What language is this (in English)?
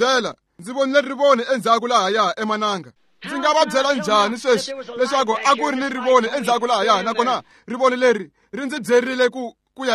Tsonga